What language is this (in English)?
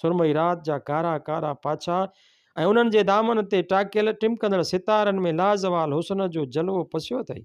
Sindhi